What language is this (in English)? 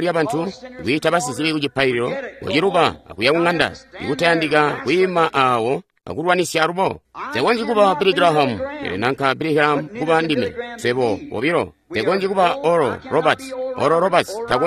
Tonga (Zambia)